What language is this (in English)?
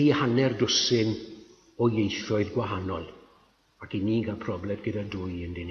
Welsh